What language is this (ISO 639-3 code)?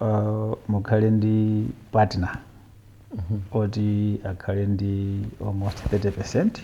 nya